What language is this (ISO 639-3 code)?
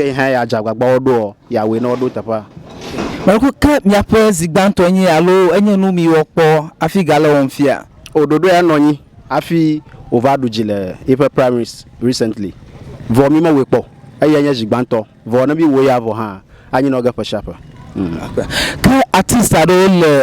ewe